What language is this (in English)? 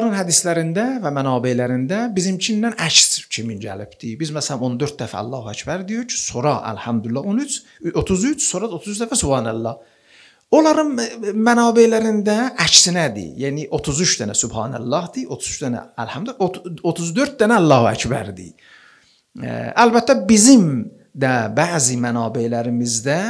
Azerbaijani